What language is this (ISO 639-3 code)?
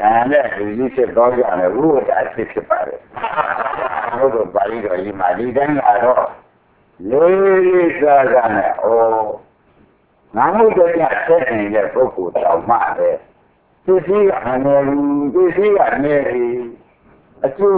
mya